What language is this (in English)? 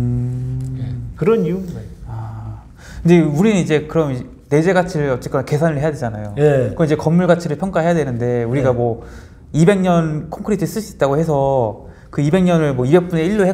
Korean